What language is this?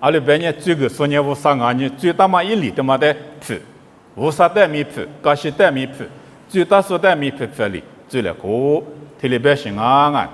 Lisu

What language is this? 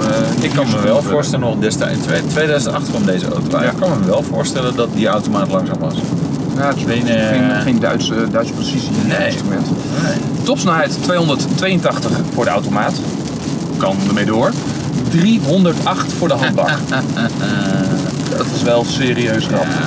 Dutch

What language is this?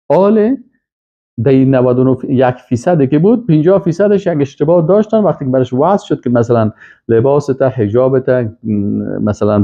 Persian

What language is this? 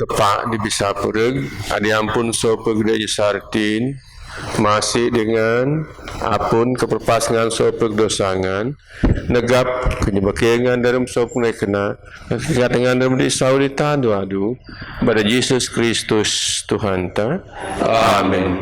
Biatah Bidayuh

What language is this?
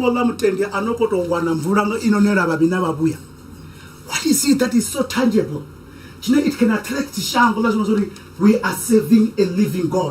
Venda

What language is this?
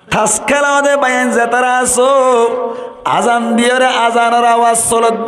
Rohingya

